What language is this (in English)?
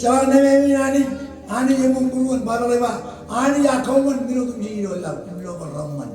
Marshallese